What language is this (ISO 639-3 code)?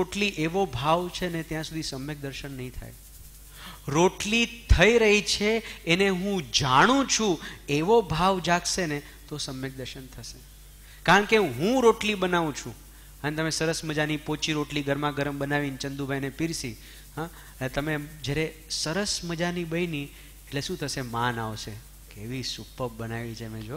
guj